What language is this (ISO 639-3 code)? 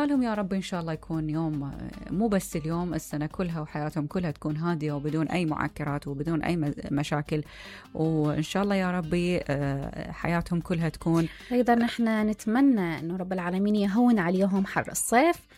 acm